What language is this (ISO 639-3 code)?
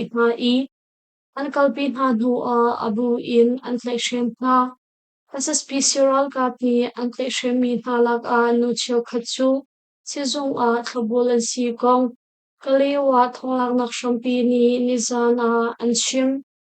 cnh